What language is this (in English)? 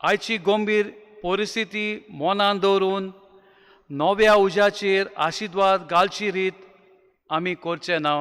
Konkani